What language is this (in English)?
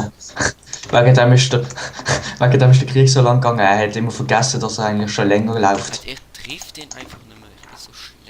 Swiss German